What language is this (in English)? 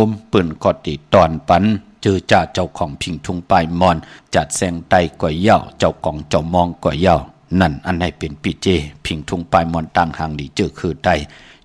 Shan